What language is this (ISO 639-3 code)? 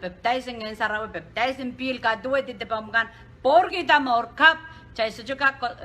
pon